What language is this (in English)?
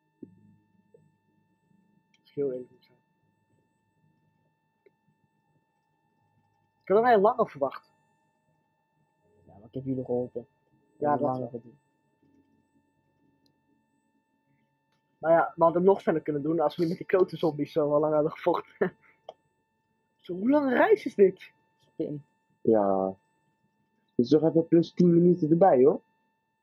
Dutch